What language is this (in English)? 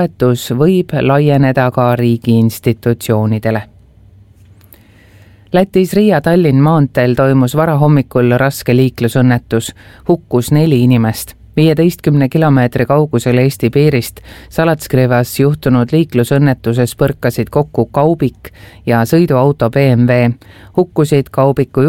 Estonian